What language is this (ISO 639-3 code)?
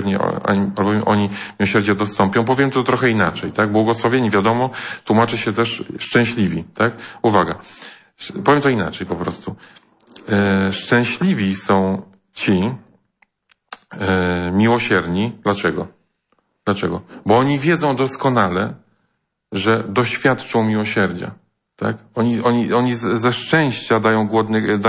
pol